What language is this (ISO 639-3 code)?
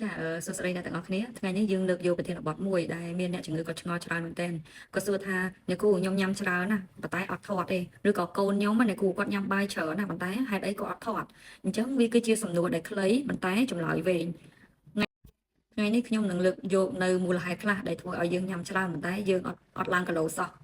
khm